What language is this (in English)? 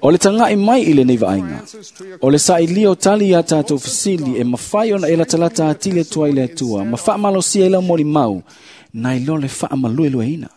Samoan